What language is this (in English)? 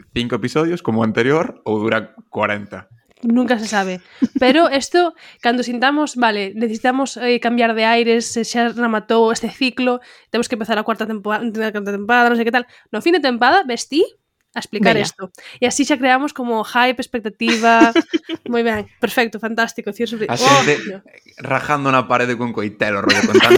Galician